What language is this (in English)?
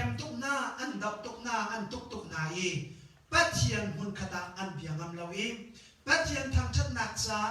Hakha Chin